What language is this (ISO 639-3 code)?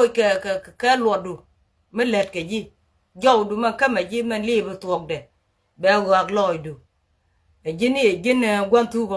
nus